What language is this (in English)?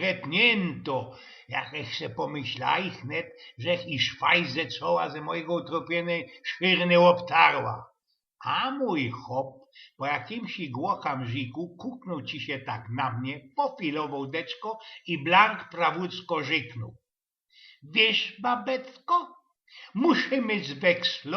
Silesian